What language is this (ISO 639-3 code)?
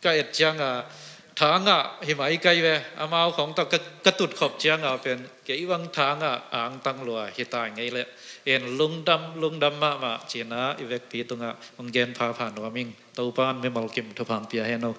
ctd